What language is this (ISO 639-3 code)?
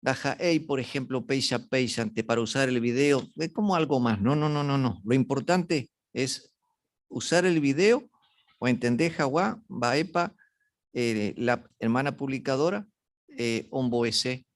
grn